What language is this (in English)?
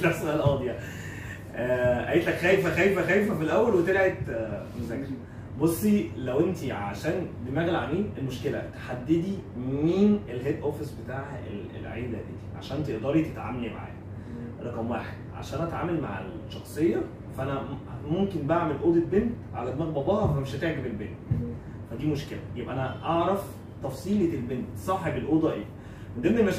Egyptian Arabic